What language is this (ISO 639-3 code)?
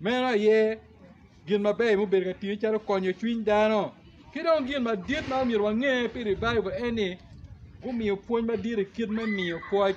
ach